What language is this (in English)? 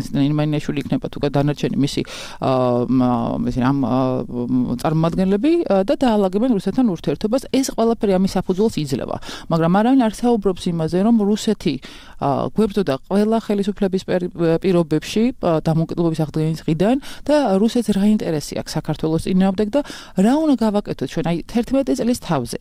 Georgian